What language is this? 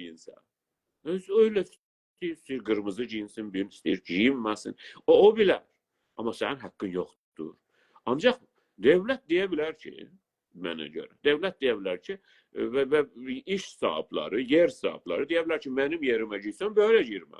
South Azerbaijani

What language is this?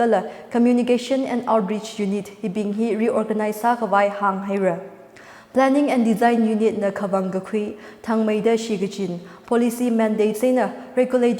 Tangkhul Naga (India)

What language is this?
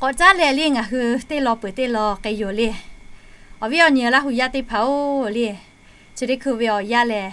Lahu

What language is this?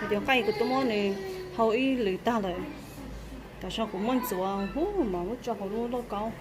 Hmong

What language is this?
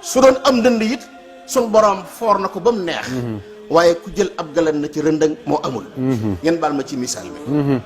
Wolof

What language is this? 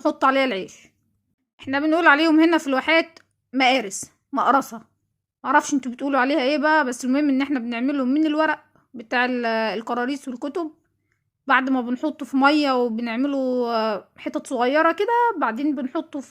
Egyptian Arabic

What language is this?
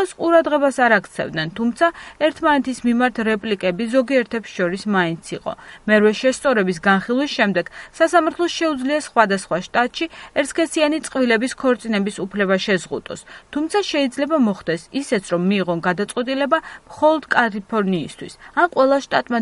Georgian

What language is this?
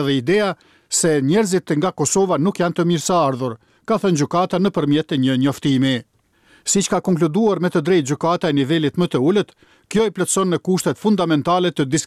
Albanian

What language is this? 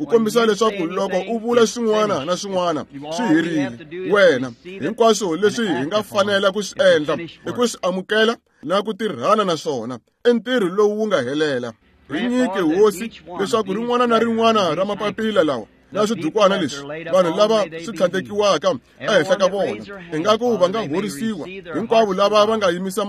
Tsonga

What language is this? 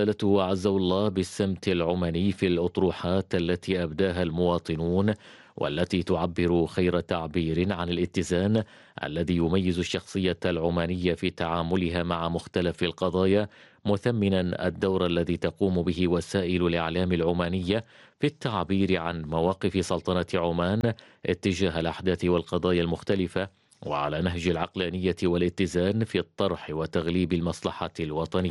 Arabic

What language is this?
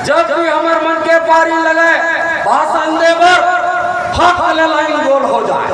Chhattisgarhi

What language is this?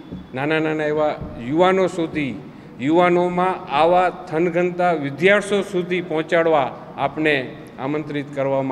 Gujarati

